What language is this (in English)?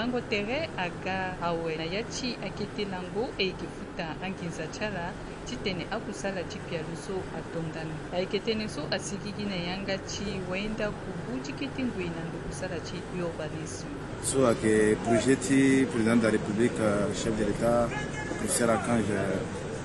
Sango